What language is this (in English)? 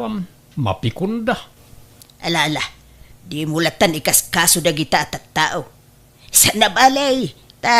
Iloko